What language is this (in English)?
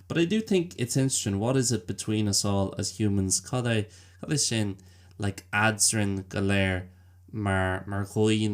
Irish